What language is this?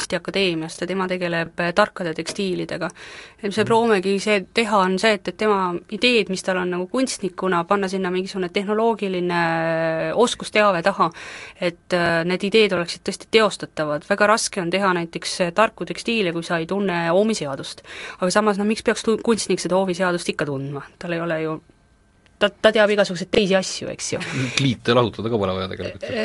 Estonian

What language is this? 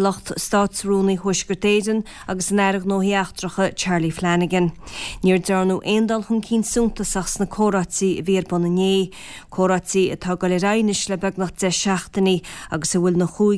Irish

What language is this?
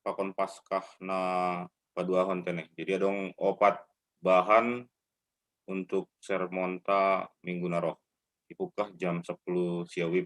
Batak Simalungun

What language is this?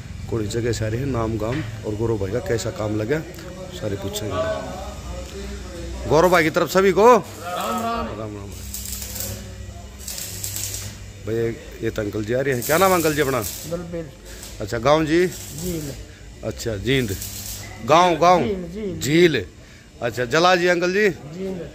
Hindi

